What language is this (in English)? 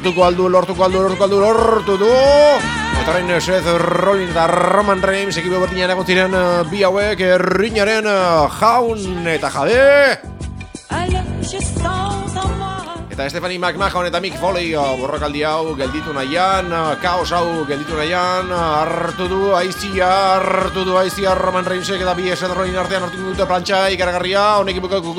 Basque